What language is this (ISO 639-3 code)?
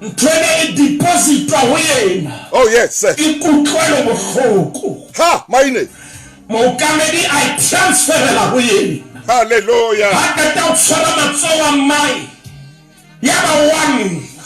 sot